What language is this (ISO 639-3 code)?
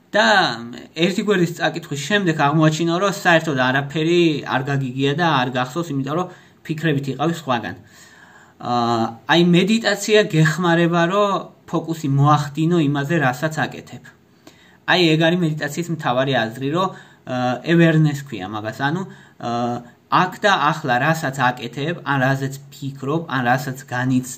kat